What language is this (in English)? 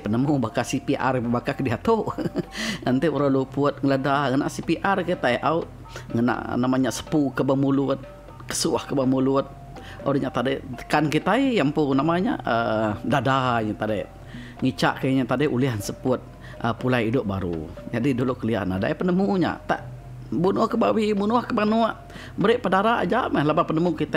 Iban